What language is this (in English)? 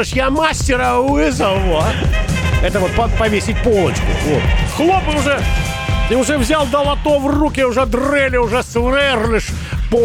Russian